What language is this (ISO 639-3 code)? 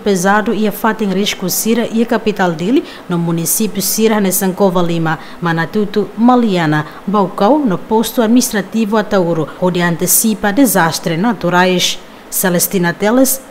tet